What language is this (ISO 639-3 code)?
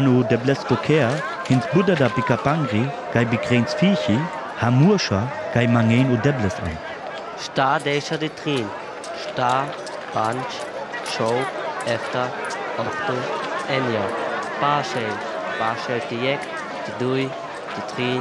rmo